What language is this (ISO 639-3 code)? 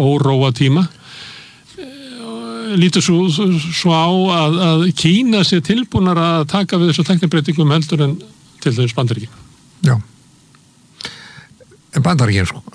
isl